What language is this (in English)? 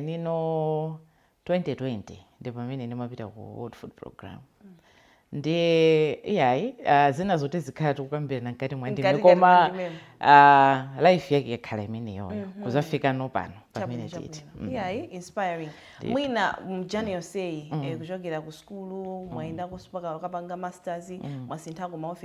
Nyanja